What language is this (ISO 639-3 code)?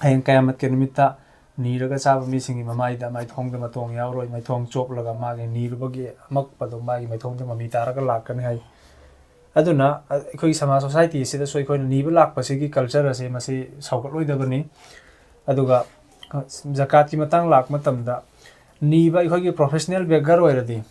mni